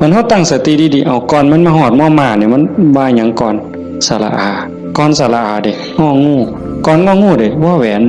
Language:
Northeastern Thai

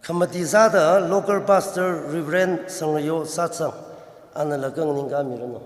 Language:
Tangkhul Naga (India)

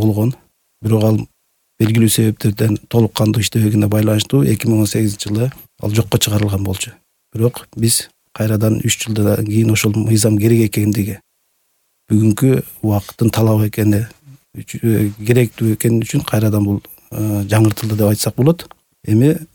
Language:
Kyrgyz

